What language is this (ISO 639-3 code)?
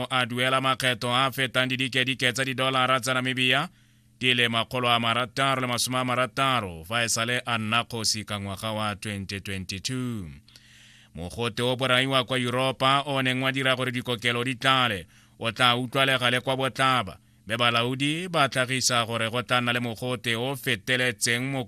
tsn